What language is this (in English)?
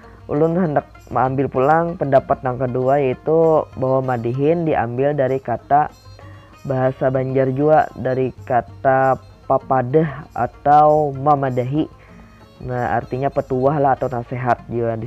Banjar